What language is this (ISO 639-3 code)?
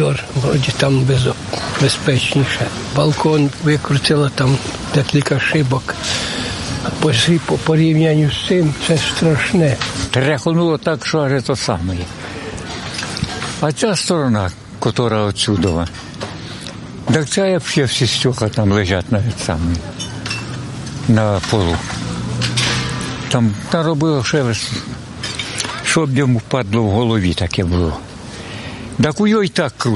ukr